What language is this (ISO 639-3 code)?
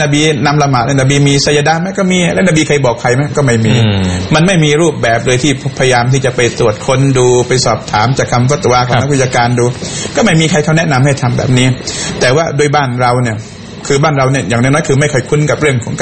tha